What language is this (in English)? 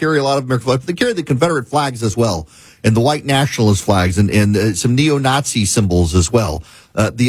English